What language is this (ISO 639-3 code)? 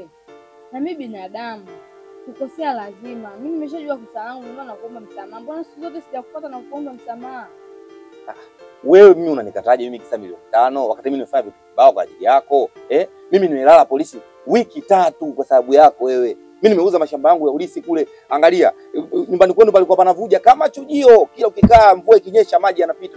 swa